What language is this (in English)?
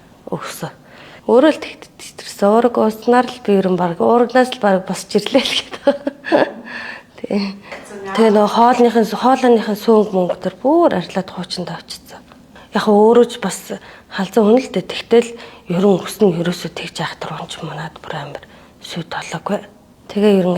Mongolian